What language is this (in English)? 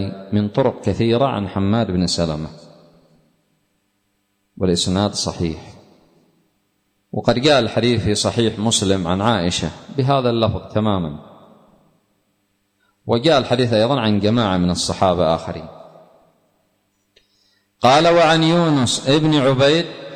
Arabic